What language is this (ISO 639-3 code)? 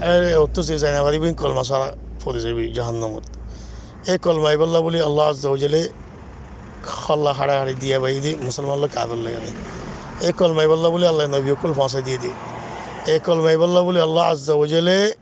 rhg